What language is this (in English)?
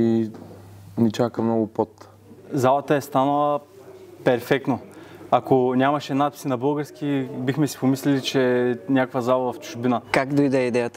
Bulgarian